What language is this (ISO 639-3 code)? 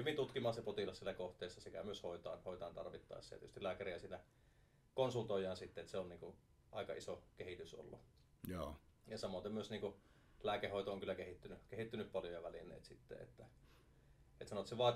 fin